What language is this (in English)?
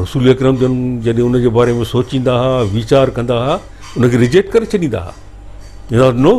Sindhi